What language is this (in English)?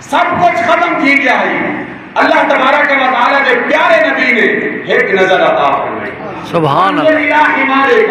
Saraiki